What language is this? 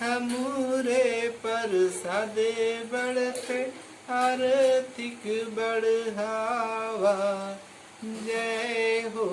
Chhattisgarhi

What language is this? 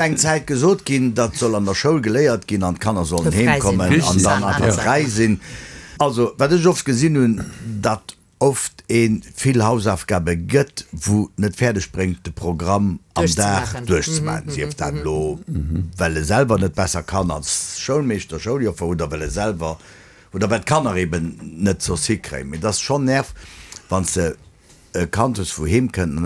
Luxembourgish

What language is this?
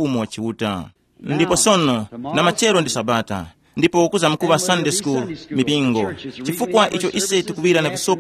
Tumbuka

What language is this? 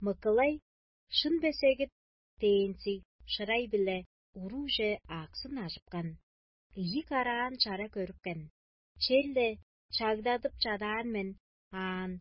Tuvinian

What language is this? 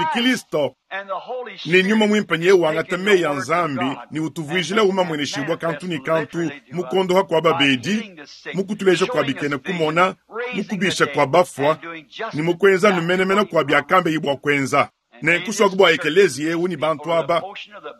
Luba-Lulua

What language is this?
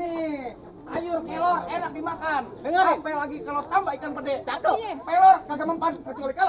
Betawi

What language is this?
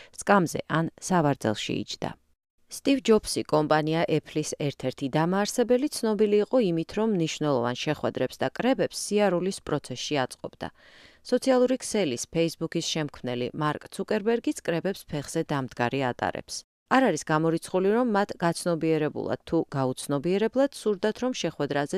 Georgian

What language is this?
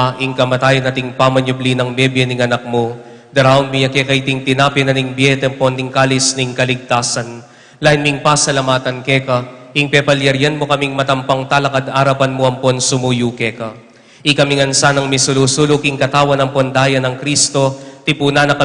Pampanga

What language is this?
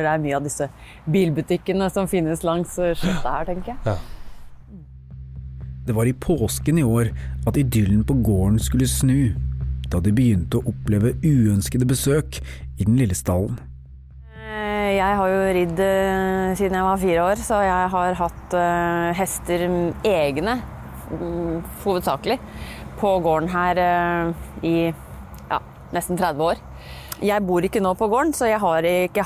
Norwegian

